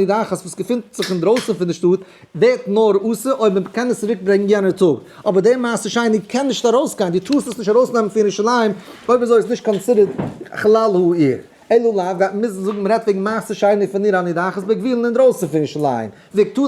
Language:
Yiddish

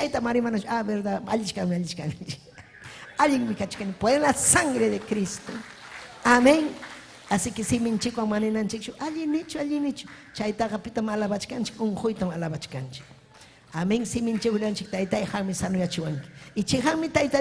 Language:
Ayacucho Quechua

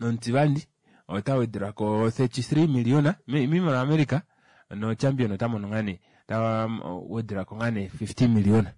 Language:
Kuanyama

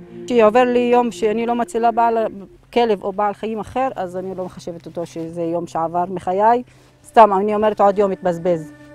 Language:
Hebrew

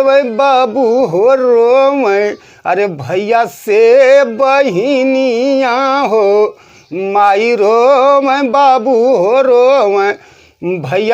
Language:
Bhojpuri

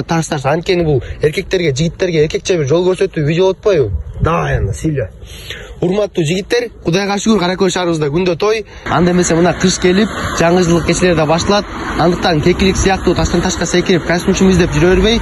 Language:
Kyrgyz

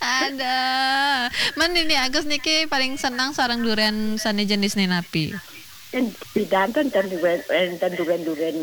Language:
Balinese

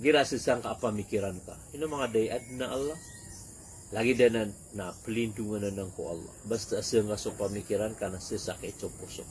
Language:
Maranao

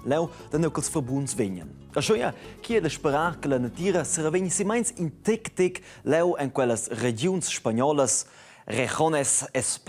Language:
Romansh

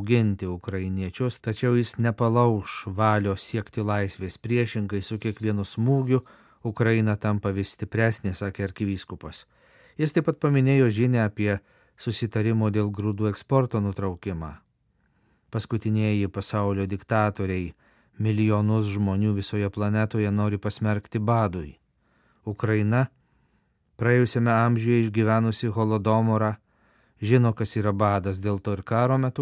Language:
Lithuanian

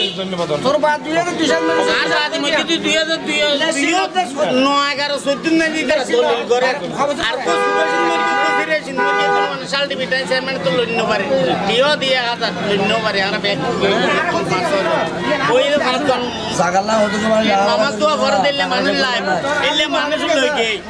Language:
Bangla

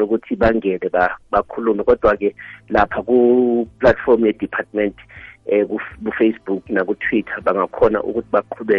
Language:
South Ndebele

